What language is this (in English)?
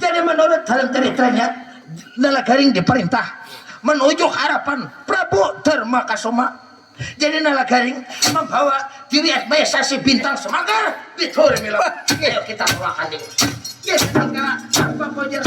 Banjar